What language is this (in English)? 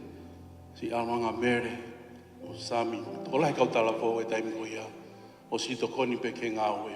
Tongan